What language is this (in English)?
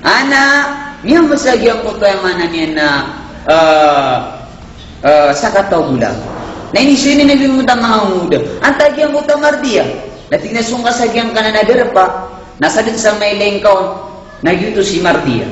Maranao